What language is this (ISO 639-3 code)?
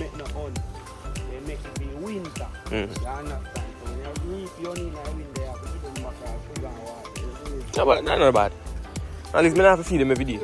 jam